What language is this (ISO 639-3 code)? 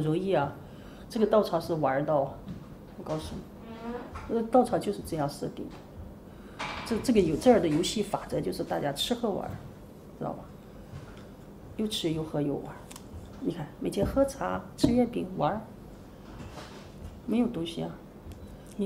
zho